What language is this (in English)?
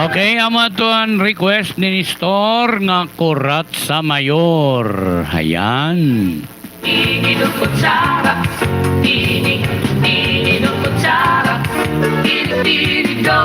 Waray